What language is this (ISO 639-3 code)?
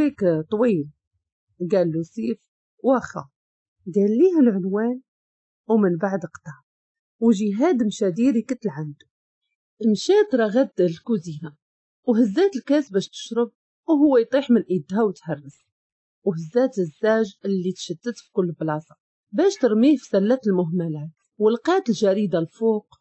ary